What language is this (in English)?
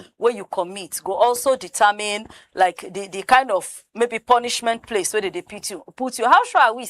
Nigerian Pidgin